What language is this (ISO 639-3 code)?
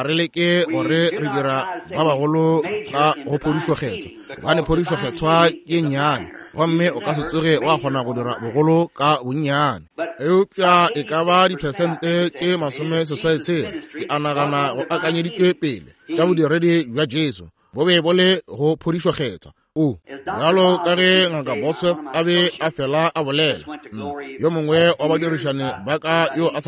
nso